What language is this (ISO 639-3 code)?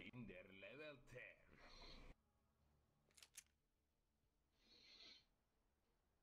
fin